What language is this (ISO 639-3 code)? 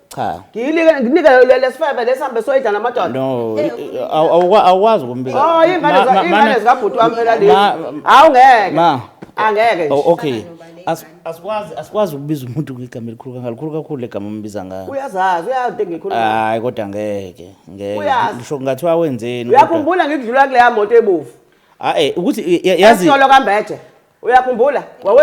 zul